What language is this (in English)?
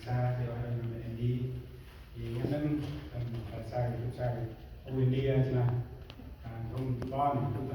Central Mnong